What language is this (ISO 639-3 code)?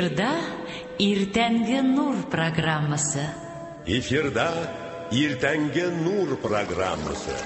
tat